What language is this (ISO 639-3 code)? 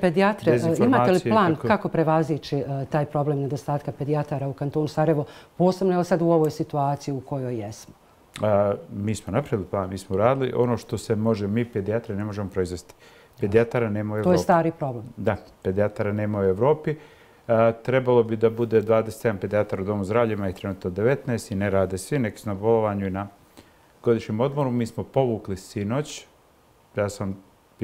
bos